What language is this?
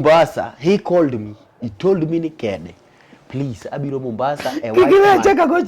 Luo (Kenya and Tanzania)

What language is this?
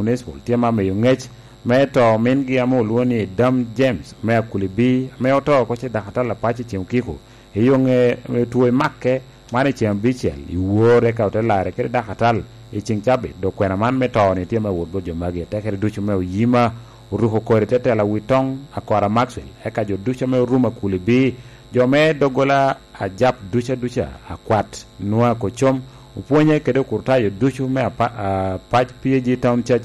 Lango (Uganda)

